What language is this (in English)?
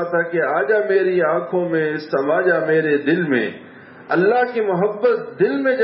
Urdu